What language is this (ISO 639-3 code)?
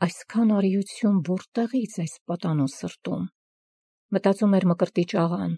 hye